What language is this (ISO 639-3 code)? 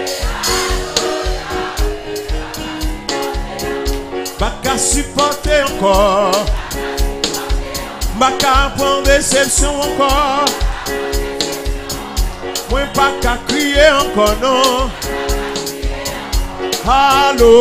fra